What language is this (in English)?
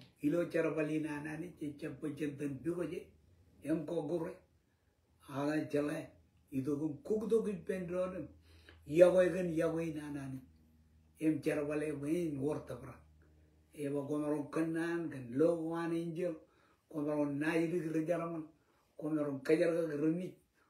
Marshallese